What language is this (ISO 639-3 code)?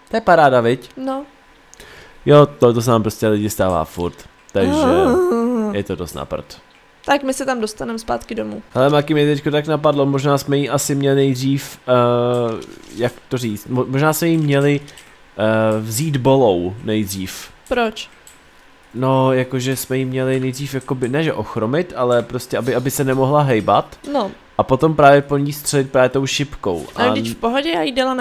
ces